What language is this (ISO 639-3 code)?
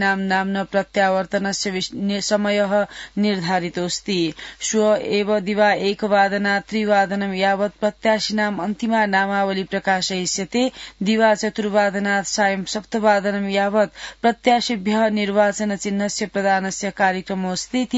san